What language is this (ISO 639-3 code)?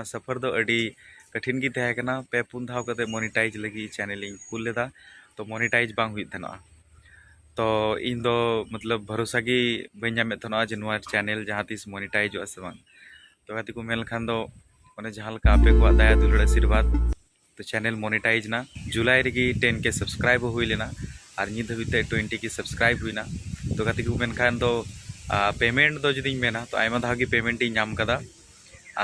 sat